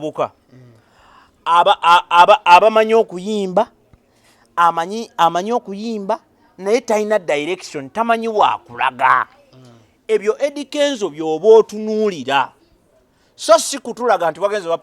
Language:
Ganda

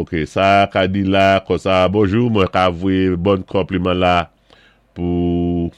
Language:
Saint Lucian Creole French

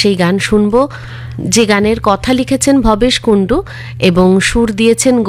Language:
Bangla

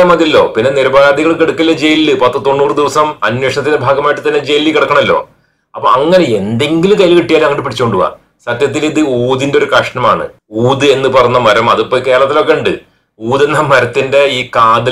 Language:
Malayalam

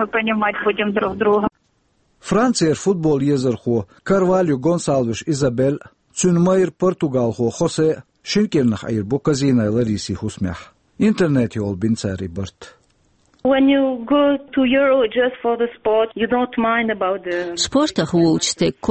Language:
Chechen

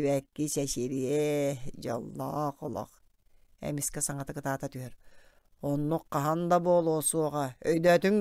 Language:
Yakut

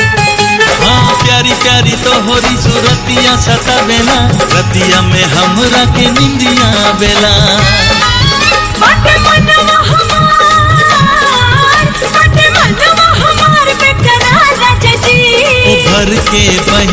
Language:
Bhojpuri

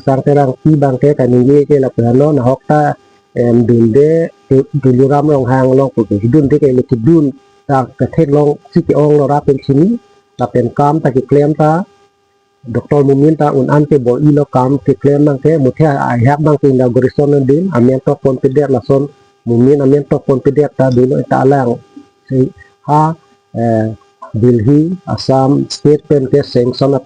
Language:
Karbi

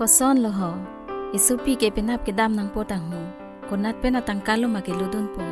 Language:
Karbi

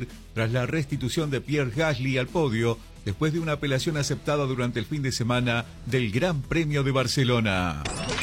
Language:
Spanish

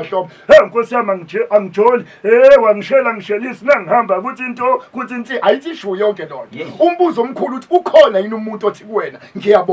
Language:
Zulu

